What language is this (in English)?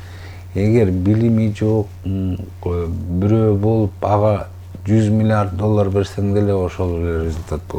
Kyrgyz